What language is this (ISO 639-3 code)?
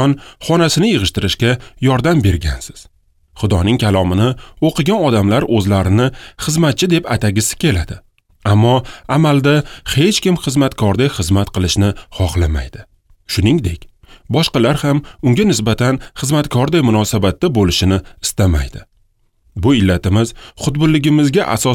uzb